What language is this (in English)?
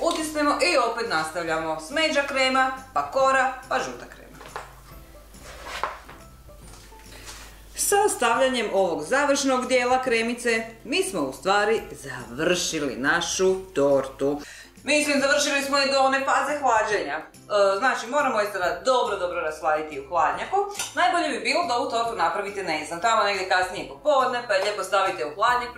Croatian